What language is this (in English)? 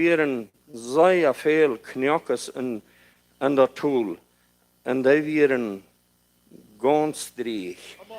Plautdietsch